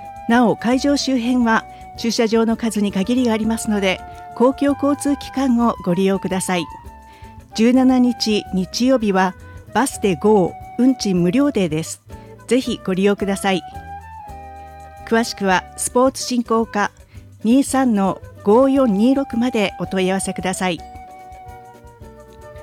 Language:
Japanese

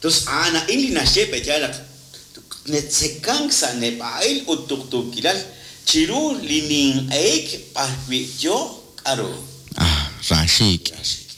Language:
Kekchí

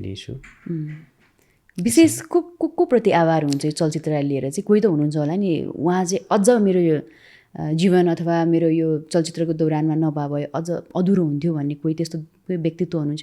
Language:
Nepali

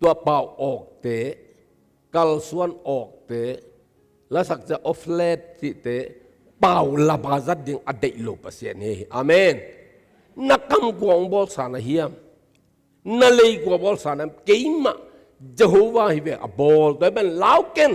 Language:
Tedim Chin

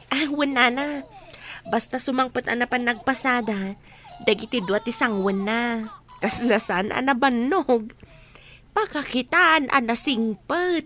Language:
Iloko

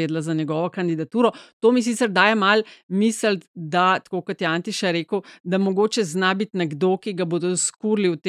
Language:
Slovenian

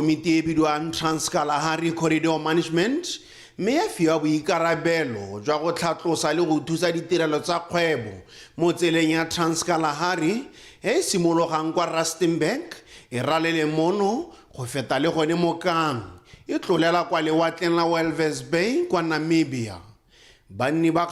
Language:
Tswana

